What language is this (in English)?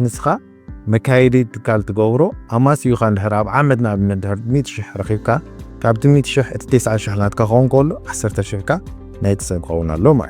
Tigrinya